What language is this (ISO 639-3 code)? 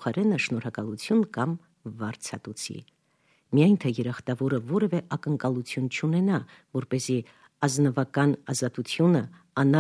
hye